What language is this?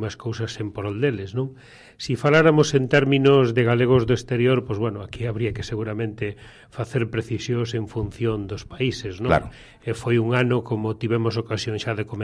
Galician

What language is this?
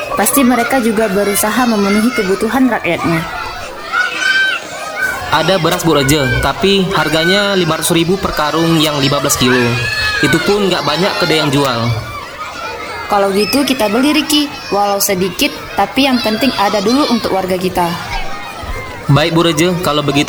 Indonesian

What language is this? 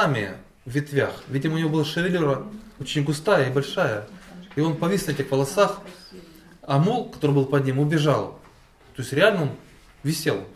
Russian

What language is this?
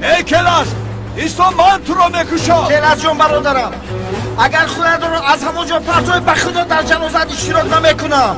Tajik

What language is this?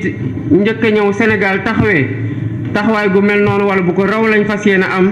Wolof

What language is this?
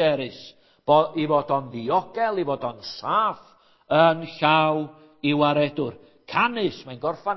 Welsh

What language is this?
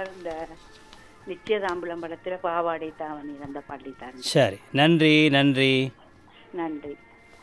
Tamil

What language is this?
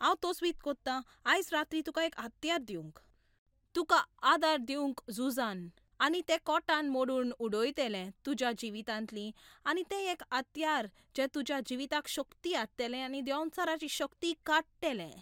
Konkani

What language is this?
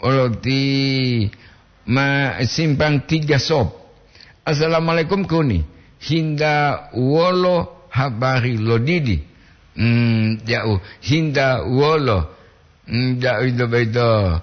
Gorontalo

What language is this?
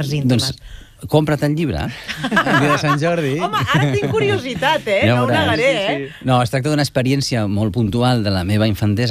Catalan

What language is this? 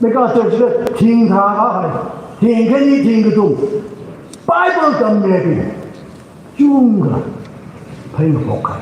Tangkhul Naga (India)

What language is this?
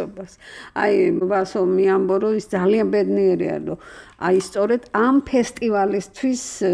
Georgian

